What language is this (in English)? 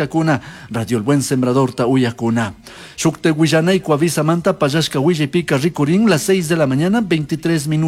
Chimborazo Highland Quichua